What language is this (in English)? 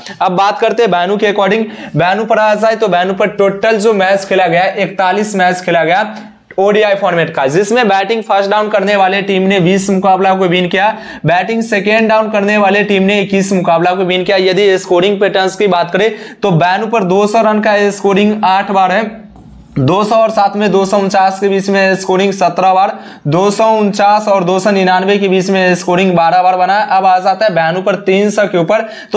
Hindi